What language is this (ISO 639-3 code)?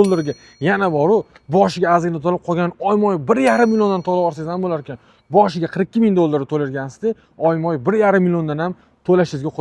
uzb